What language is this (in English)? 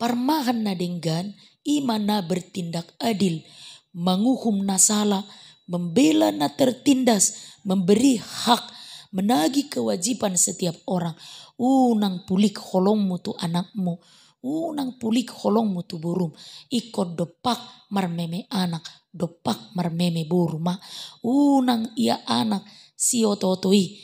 Batak Toba